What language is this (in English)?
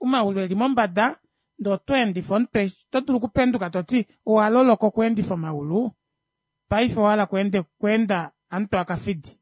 Kuanyama